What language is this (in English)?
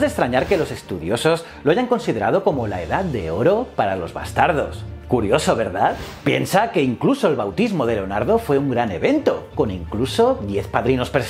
Spanish